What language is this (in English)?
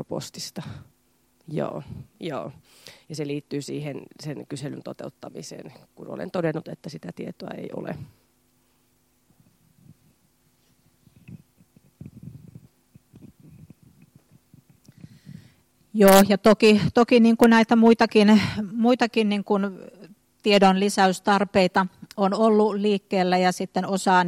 Finnish